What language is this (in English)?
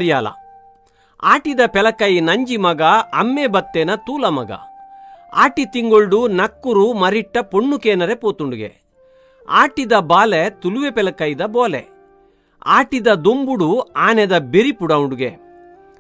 Tulu